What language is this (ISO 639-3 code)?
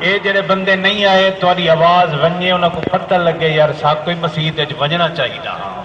skr